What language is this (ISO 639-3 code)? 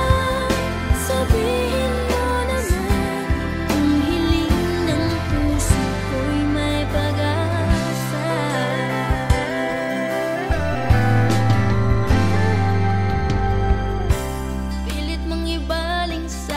fil